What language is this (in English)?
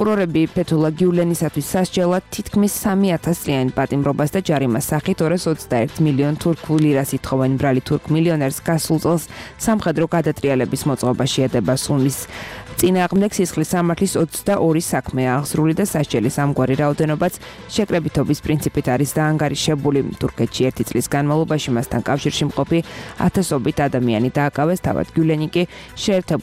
Georgian